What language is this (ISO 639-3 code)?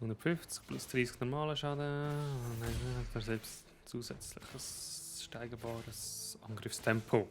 gsw